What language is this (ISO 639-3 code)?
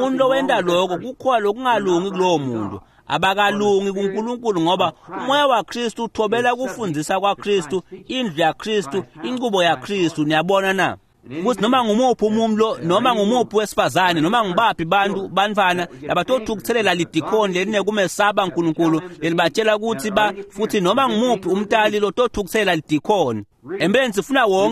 ssw